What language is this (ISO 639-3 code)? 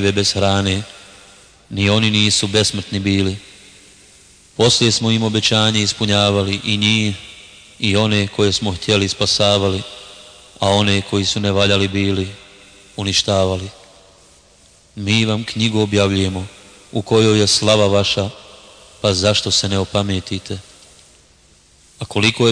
bos